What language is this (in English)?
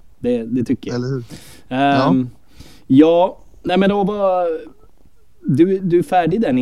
Swedish